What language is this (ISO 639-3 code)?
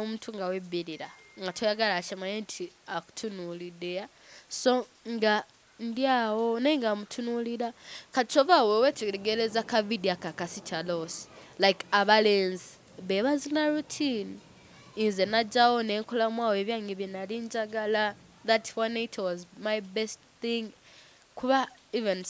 lug